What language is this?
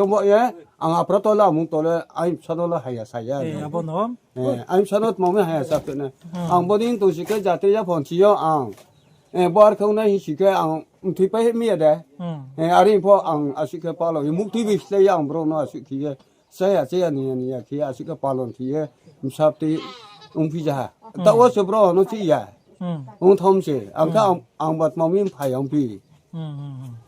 Riang (India)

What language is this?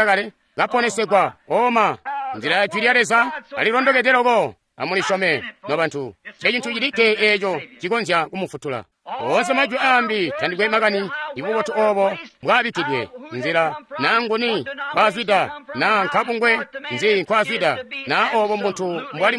Tonga (Zambia)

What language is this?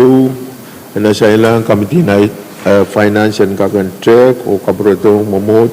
Pohnpeian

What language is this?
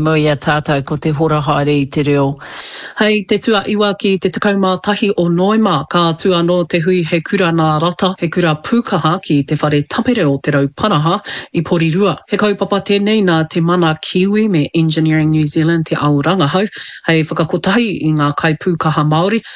Māori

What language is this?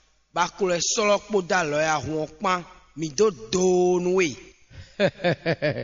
Fon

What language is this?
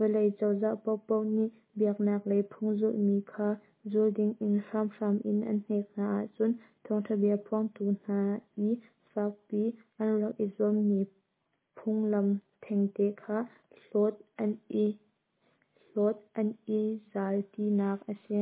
Hakha Chin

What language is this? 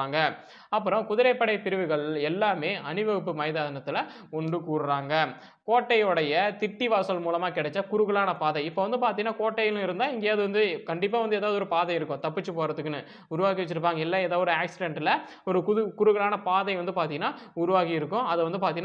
Tamil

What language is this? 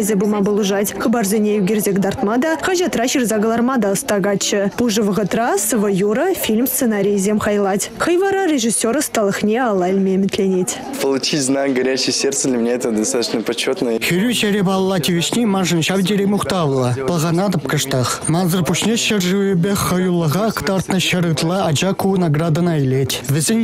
Chuvash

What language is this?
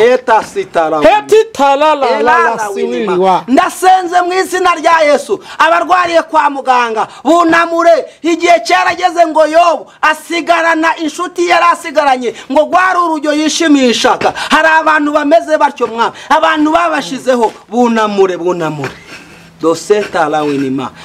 Kinyarwanda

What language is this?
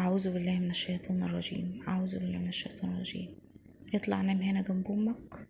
Egyptian Arabic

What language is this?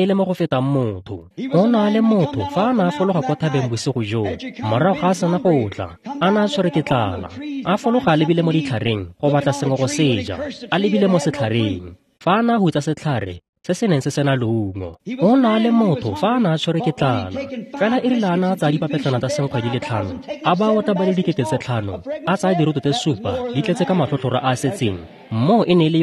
Tswana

